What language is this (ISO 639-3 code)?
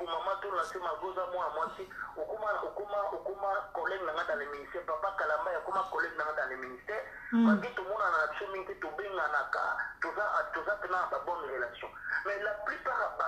lin